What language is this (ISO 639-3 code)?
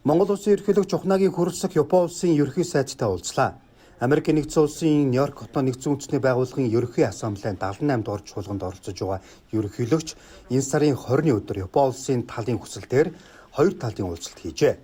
mon